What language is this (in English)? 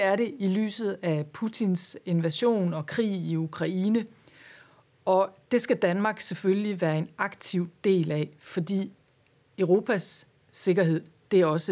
Danish